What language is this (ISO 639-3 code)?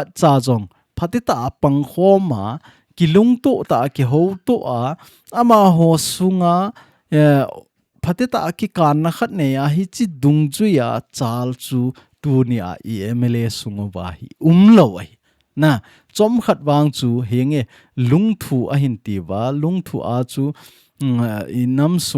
tcz